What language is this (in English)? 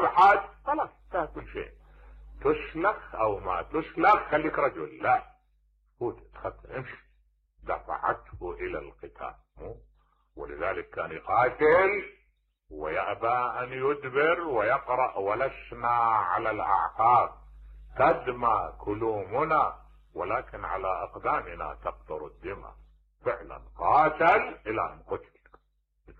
Mesopotamian Arabic